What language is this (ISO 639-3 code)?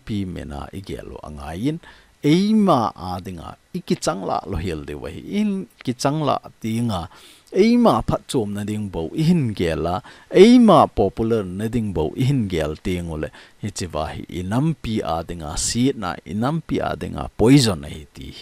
tcz